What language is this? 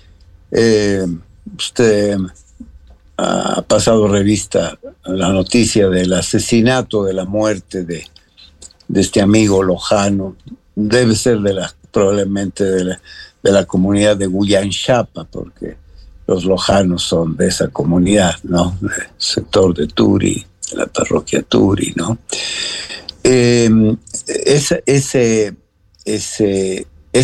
Spanish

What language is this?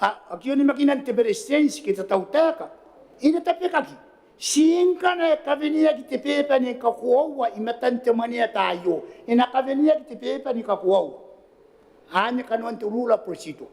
Gilbertese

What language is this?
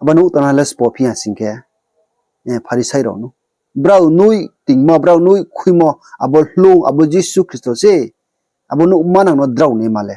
Riang (India)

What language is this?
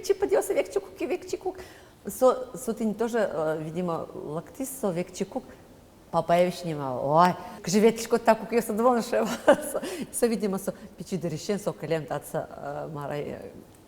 Udmurt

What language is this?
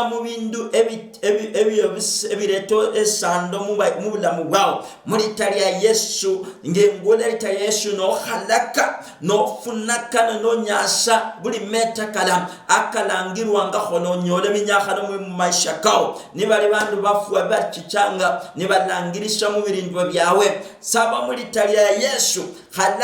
Luyia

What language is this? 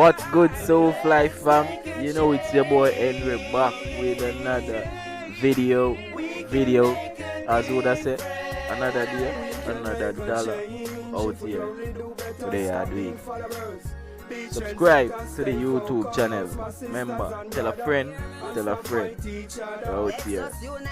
Jamaican Creole English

